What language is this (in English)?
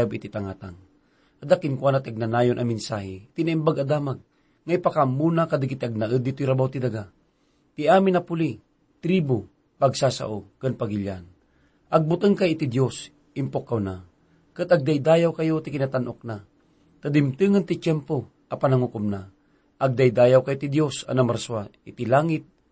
Iloko